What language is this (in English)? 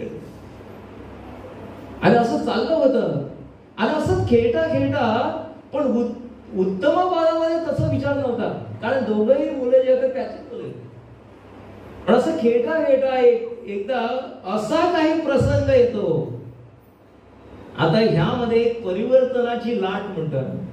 Marathi